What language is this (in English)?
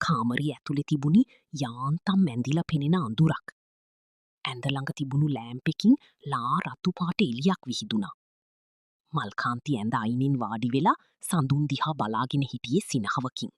Sinhala